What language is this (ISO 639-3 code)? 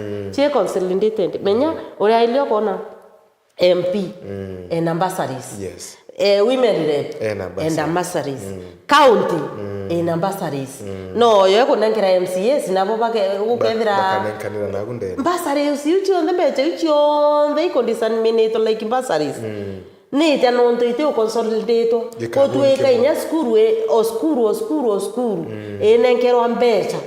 mer